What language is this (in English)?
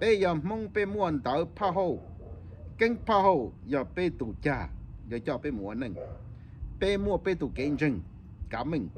Hmong